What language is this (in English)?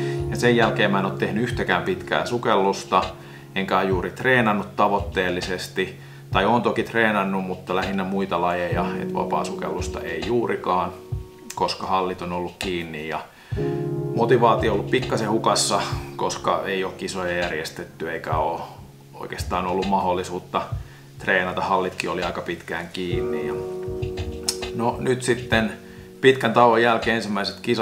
Finnish